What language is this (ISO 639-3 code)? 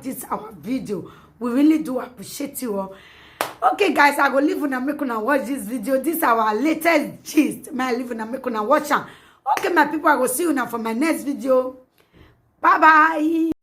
pcm